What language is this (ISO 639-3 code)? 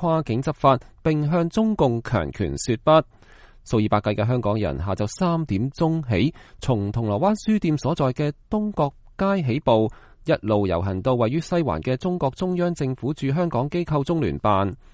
yue